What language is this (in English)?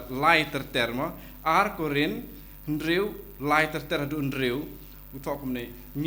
Khasi